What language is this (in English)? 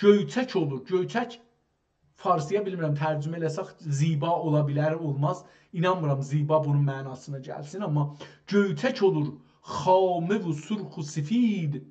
South Azerbaijani